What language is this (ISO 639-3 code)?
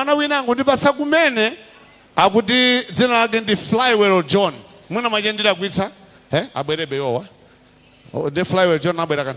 nya